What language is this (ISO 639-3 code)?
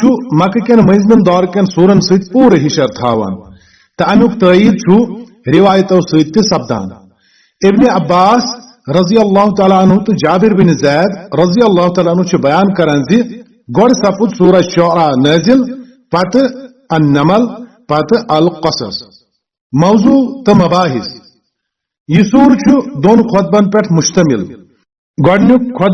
kas